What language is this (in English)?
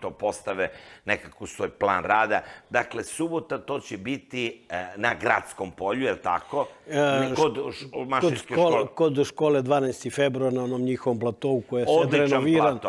Serbian